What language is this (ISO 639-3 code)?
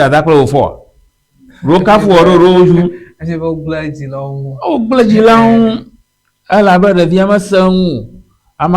ewe